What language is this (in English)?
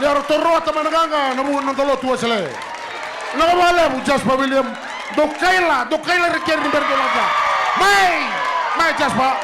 Fijian